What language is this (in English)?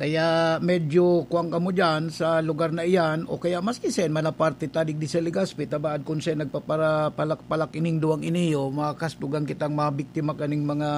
Bikol